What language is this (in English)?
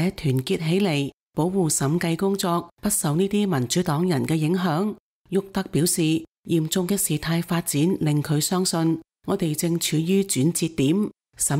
Cantonese